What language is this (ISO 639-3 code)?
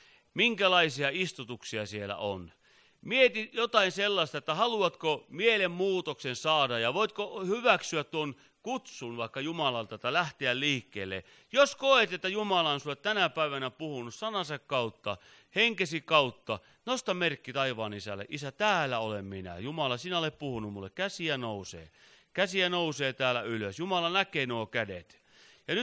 fin